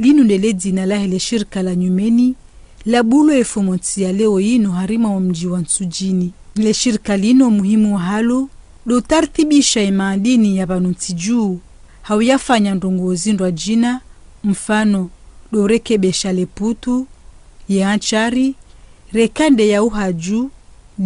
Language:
Ngazidja Comorian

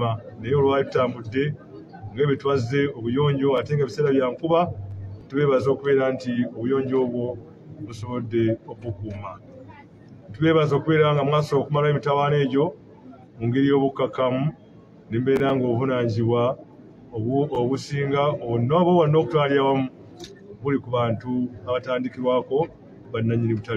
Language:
Ganda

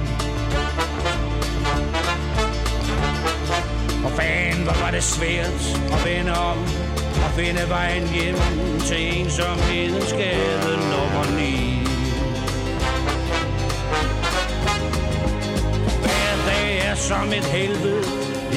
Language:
Danish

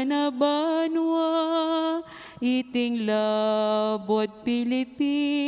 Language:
Pampanga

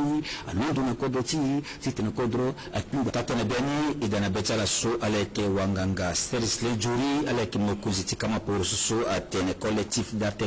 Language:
Sango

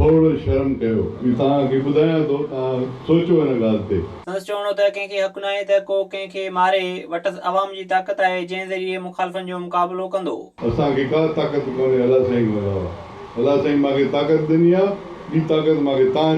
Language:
Sindhi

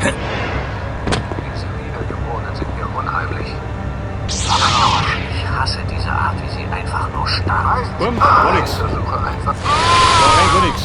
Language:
Bavarian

